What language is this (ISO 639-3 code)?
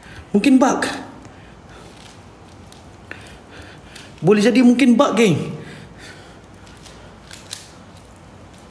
msa